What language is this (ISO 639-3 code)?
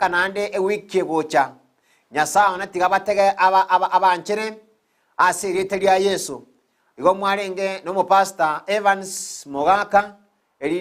guz